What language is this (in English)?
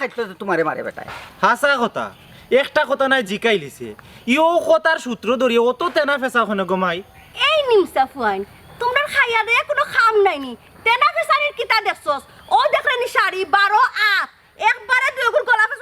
Sylheti